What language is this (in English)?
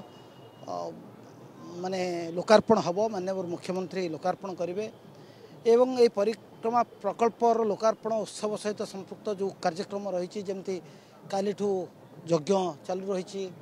Odia